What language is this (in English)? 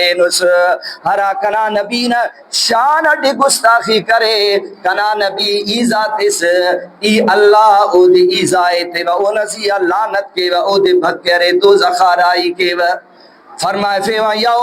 Brahui